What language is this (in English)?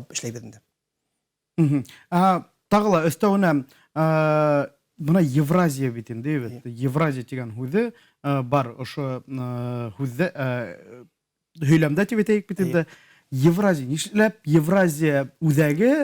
Bashkir